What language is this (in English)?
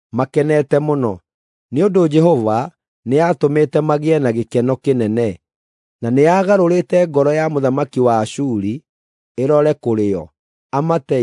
Kikuyu